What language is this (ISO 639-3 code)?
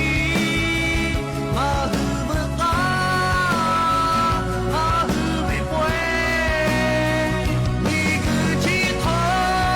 lhu